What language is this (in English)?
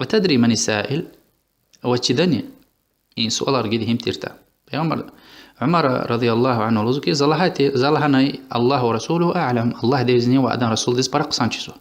Lezghian